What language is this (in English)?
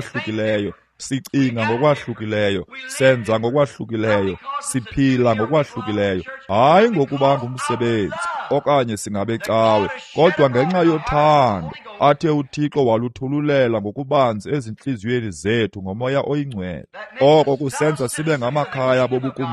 Xhosa